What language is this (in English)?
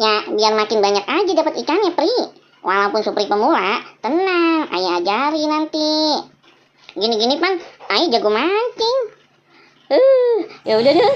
Betawi